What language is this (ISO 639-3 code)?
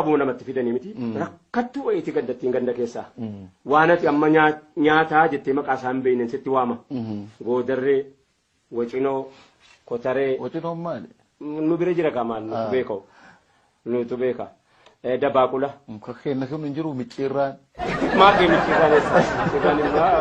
orm